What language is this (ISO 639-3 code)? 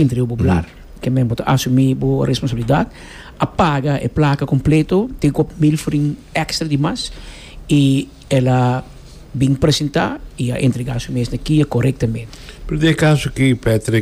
pap